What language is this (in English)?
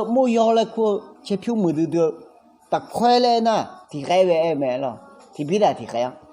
Akha